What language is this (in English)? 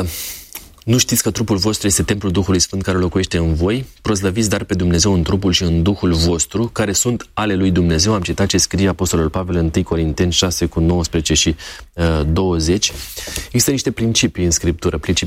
Romanian